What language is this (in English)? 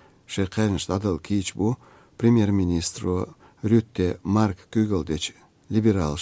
Chechen